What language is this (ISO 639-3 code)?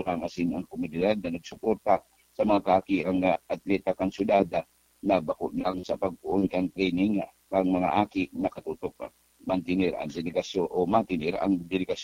bik